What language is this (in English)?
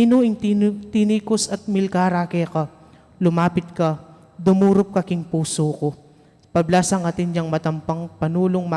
Pampanga